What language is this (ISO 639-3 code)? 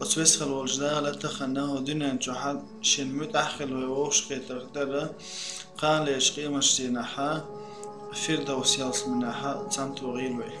che